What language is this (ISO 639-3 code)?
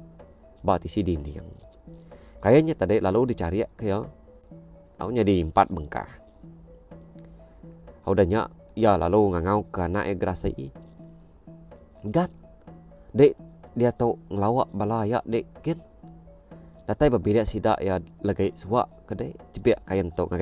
iba